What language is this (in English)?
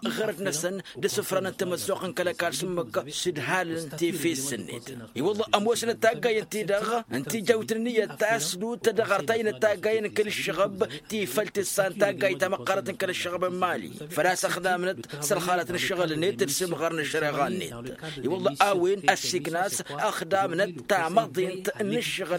Tamasheq